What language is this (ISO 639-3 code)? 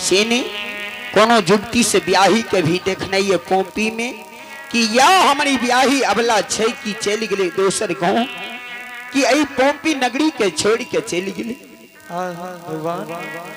mai